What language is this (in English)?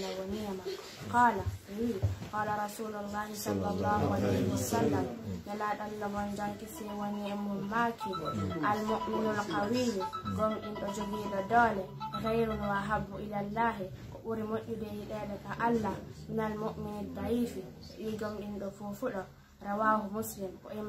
Pular